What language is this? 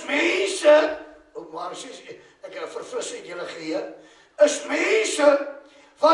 Afrikaans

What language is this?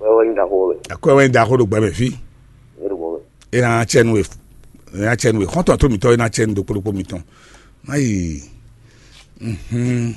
Fon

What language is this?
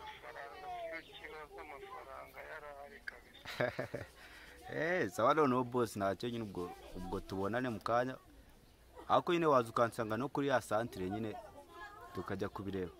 Kinyarwanda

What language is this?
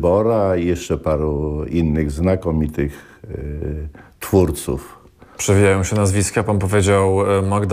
Polish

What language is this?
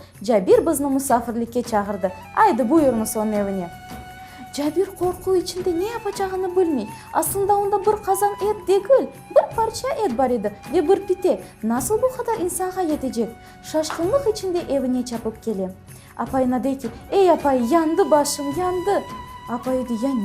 Crimean Tatar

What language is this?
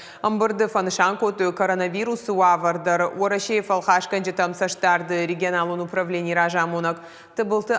Ossetic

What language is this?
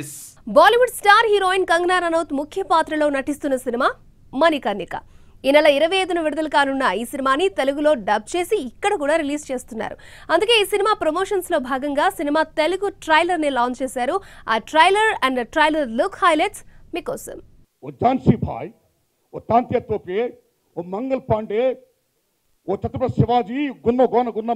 Telugu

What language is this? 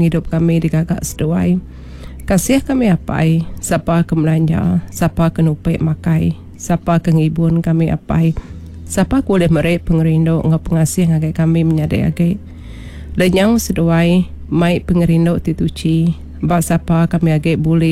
Iban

